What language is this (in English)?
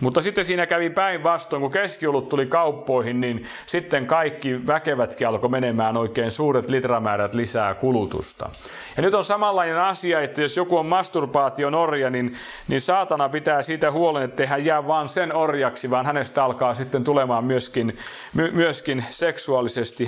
Finnish